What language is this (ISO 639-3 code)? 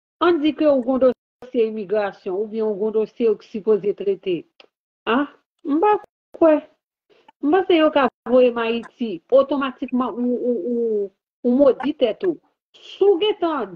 hat